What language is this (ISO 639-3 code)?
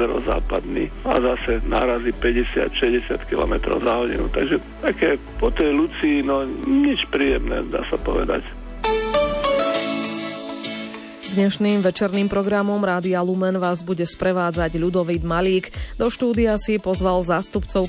slk